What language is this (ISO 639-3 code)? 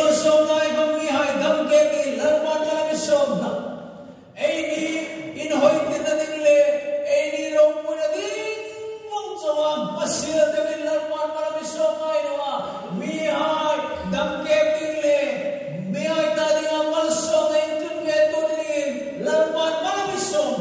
hmr